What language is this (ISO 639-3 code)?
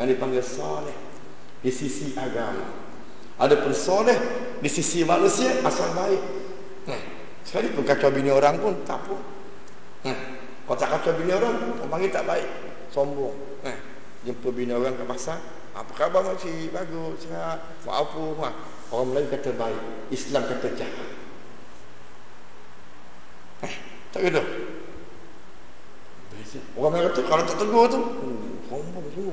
msa